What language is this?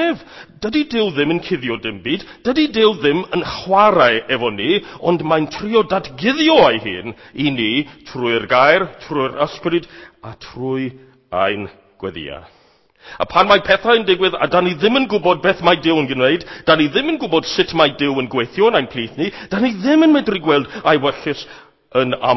Welsh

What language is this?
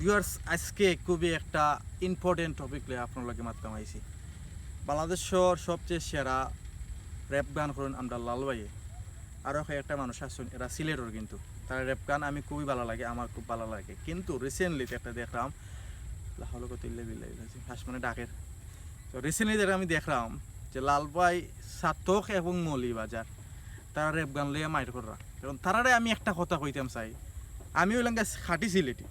Sylheti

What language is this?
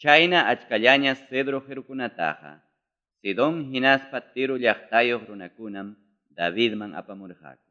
Ayacucho Quechua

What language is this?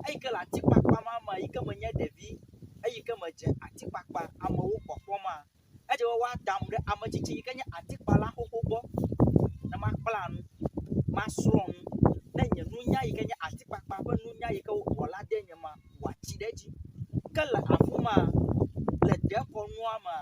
Ewe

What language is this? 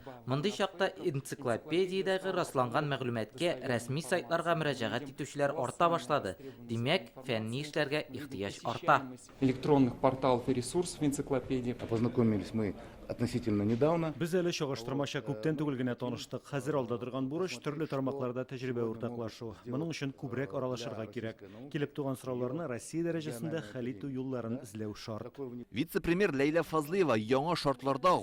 Tatar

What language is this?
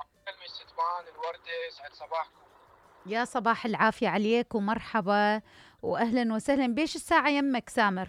Mesopotamian Arabic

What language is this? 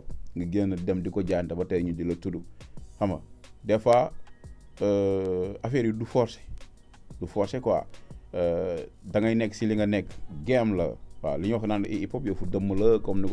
Wolof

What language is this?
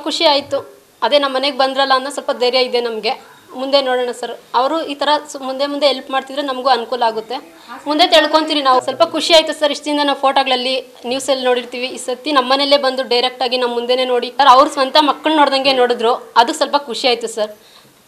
Kannada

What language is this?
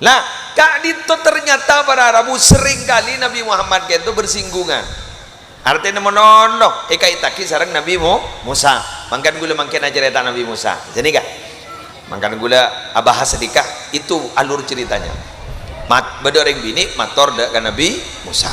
Madurese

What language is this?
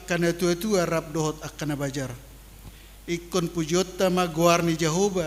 Batak Toba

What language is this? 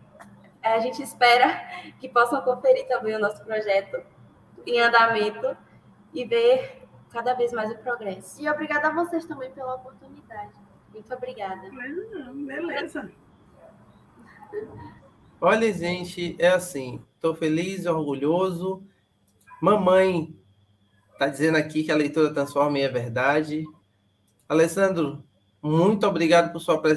Portuguese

